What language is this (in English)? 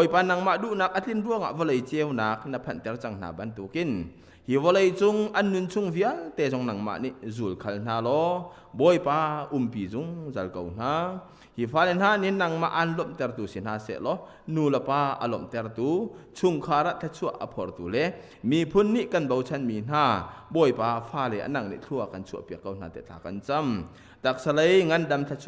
Hakha Chin